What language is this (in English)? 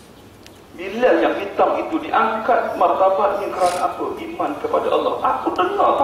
Malay